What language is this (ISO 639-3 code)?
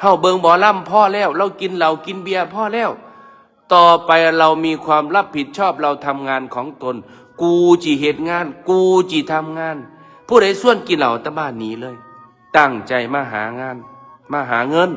tts